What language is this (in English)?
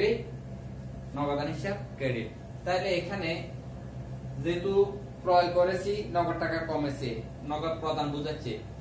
Bangla